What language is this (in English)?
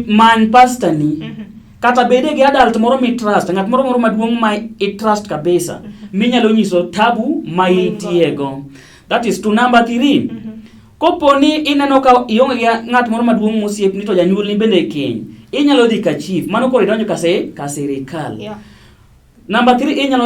Luo (Kenya and Tanzania)